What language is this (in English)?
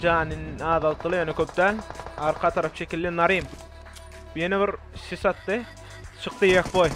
Turkmen